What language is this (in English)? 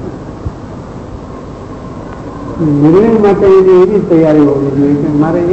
Gujarati